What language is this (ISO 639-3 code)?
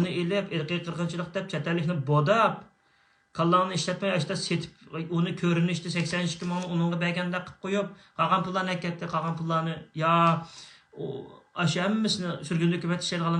uig